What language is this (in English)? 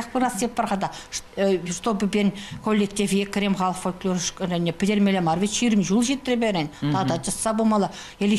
Chuvash